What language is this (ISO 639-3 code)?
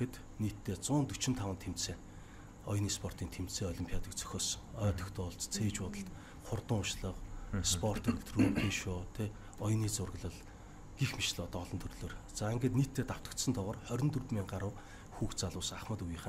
mon